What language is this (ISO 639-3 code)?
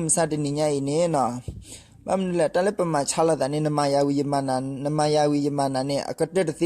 ksw